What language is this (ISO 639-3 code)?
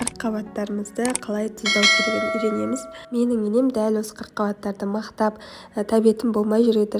kaz